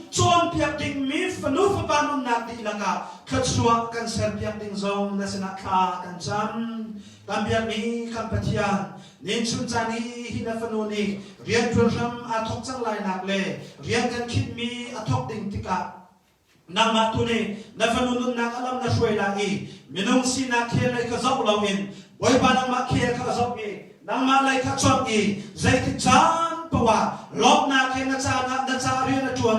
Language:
Hakha Chin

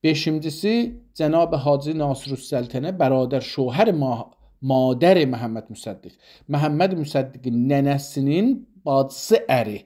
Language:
South Azerbaijani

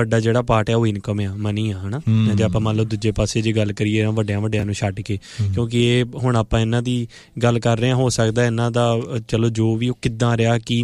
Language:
Punjabi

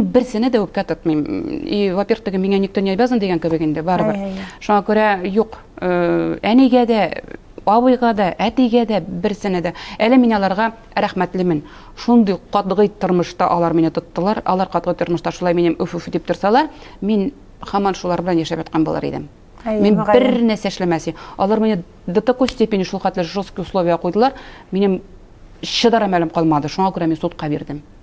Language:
Tatar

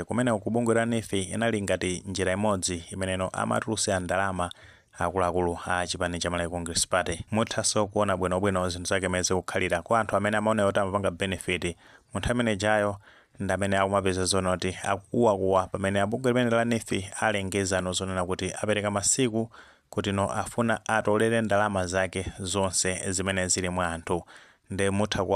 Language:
Nyanja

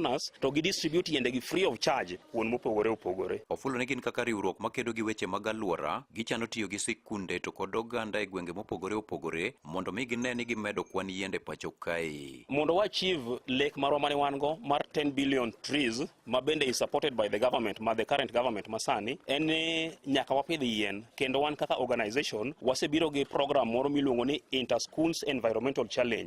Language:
Luo (Kenya and Tanzania)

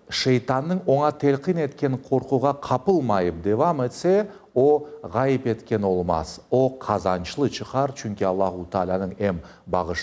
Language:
Crimean Tatar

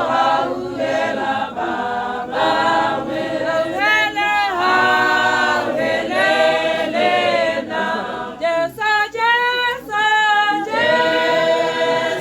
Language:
Tswana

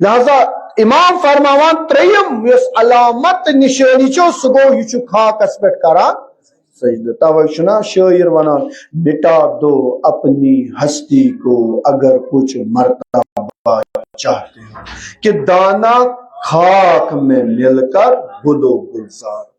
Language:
Kashmiri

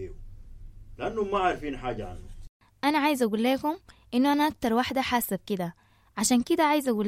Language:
Sudanese Arabic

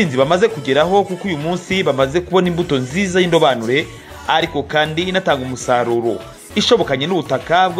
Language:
Kinyarwanda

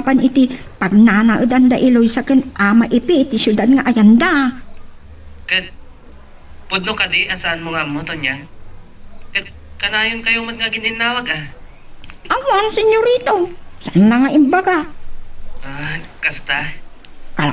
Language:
Iloko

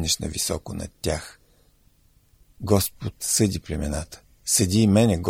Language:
Bulgarian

